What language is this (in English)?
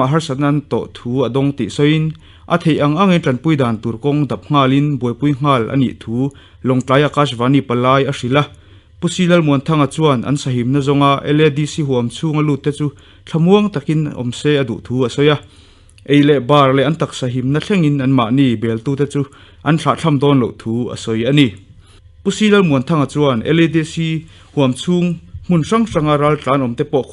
Mizo